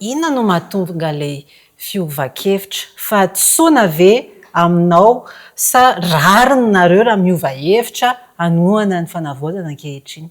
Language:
Malagasy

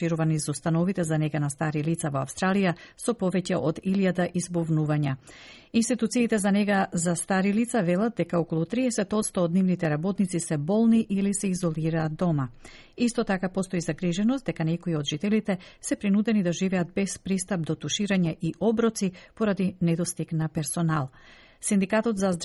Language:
Macedonian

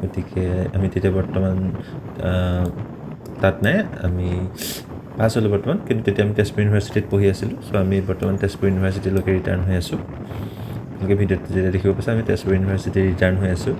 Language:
Assamese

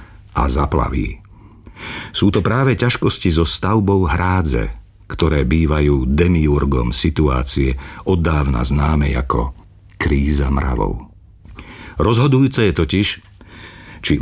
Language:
Slovak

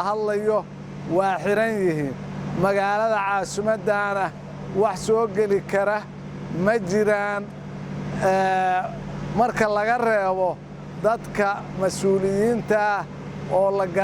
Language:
Somali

